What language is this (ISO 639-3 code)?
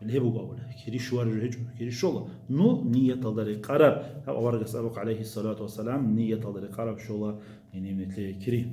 ava